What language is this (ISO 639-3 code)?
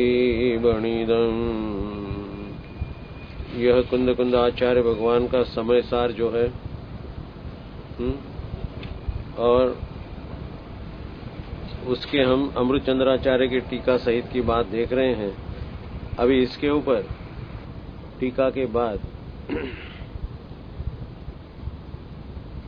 hin